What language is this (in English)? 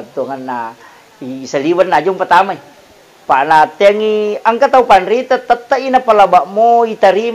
Buginese